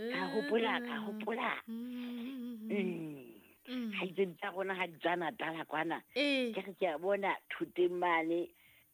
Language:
Southern Sotho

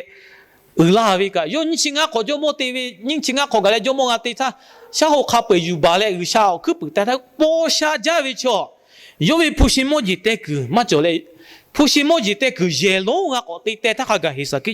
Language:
Lahu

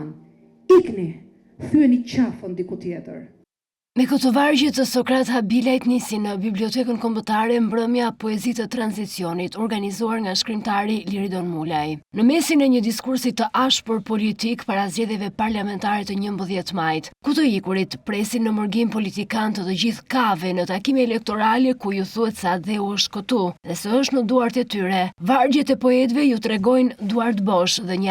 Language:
Albanian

